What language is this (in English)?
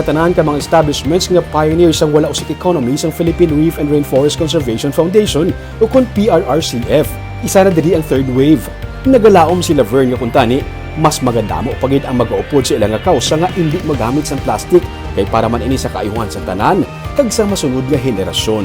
Hiligaynon